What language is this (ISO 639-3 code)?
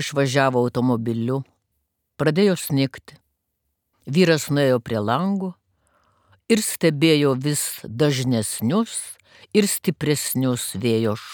lit